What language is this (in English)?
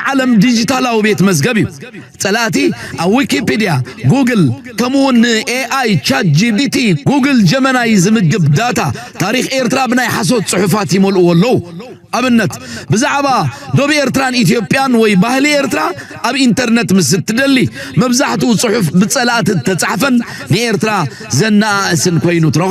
Tigrinya